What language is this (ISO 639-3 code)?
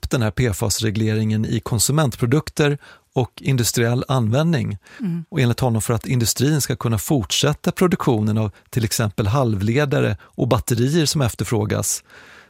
swe